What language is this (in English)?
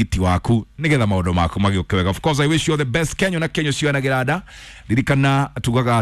Kikuyu